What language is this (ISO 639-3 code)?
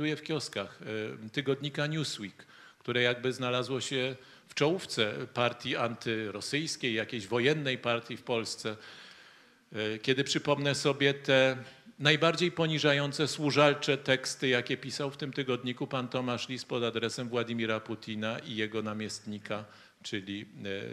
pol